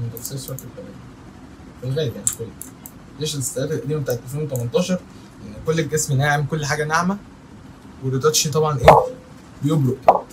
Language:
Egyptian Arabic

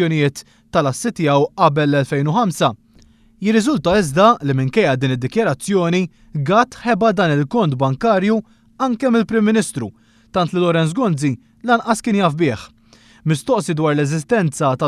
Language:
Maltese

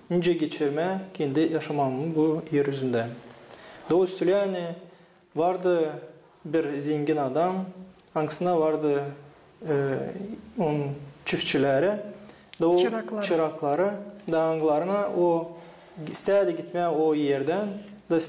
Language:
Gagauz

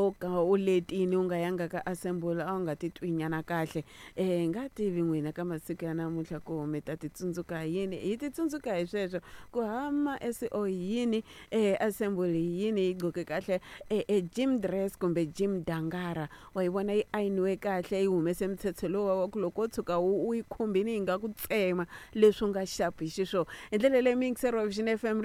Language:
Tsonga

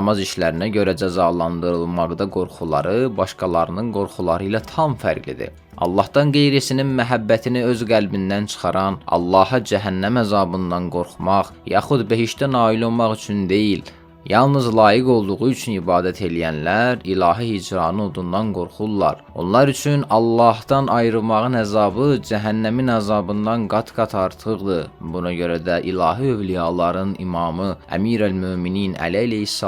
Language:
Azerbaijani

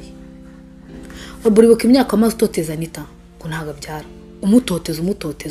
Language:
Kinyarwanda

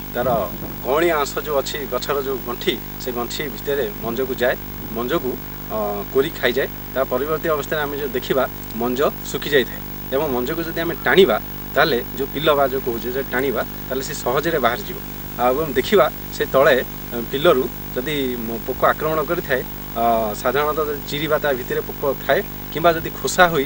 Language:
Odia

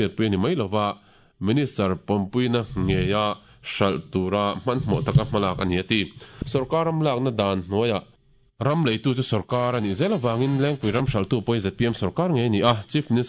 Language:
Mizo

